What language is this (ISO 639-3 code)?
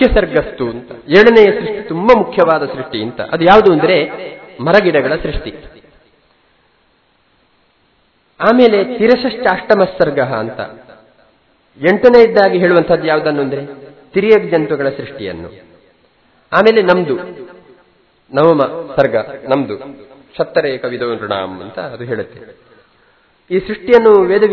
kan